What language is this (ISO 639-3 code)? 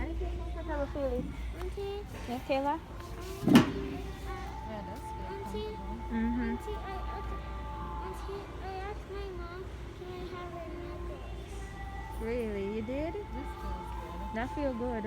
jam